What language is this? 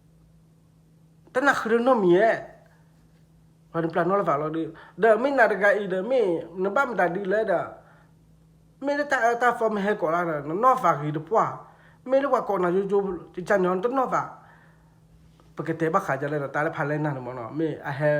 S'gaw Karen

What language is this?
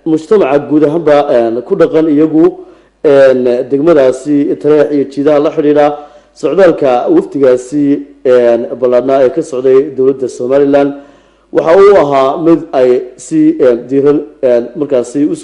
Somali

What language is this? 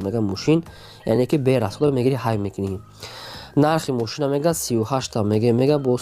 Tajik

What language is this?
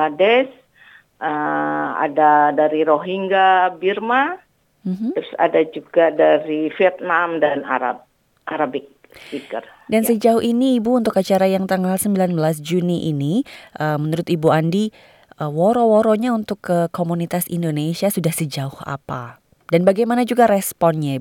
Indonesian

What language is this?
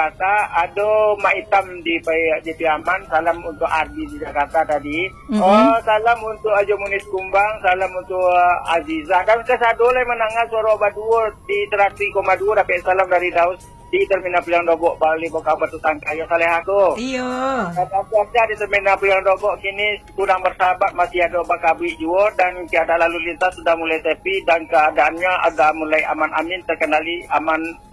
Minangkabau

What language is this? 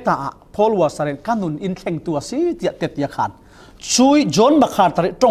Falam Chin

